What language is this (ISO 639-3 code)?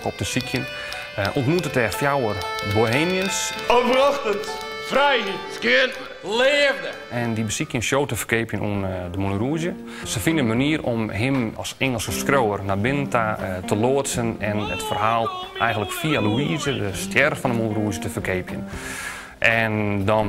fry